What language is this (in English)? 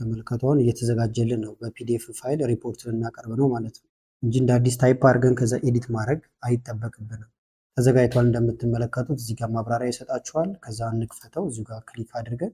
Amharic